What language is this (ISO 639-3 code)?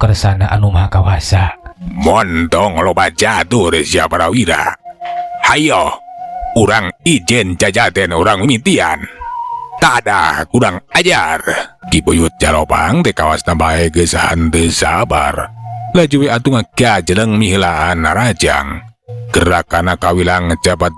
sun